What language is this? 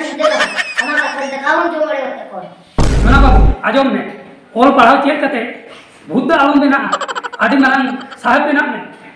Santali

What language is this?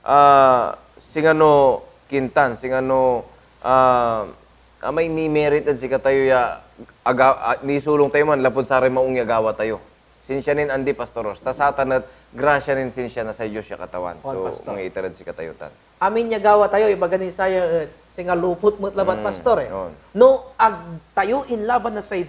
Pangasinan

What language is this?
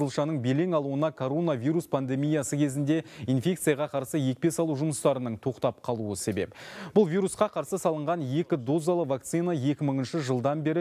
Kazakh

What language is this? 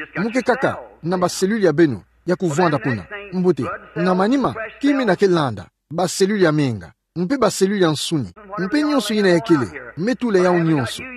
Kituba (Democratic Republic of Congo)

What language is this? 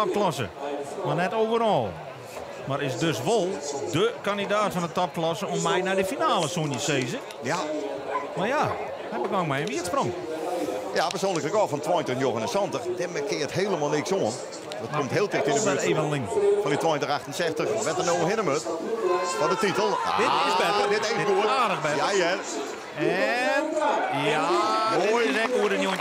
Western Frisian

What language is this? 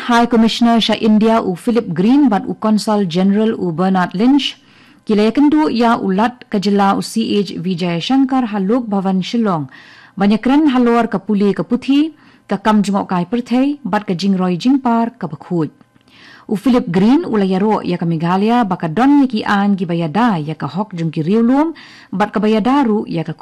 Khasi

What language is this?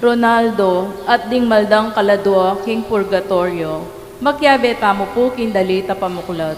Pampanga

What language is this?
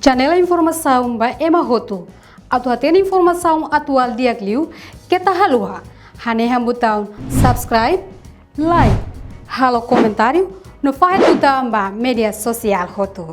Tetum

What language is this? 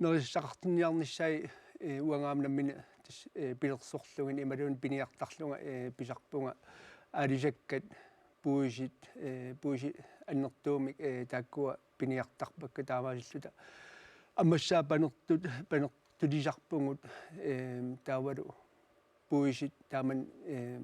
Kalaallisut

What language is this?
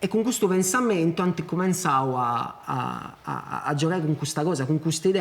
Sardinian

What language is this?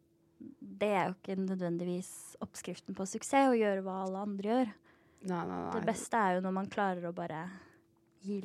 Norwegian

